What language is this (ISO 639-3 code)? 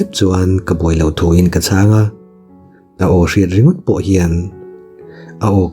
lus